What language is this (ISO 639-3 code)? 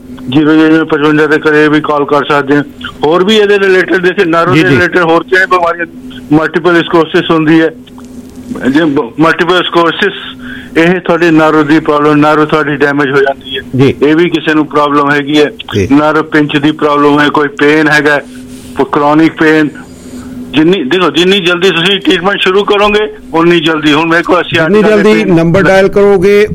pan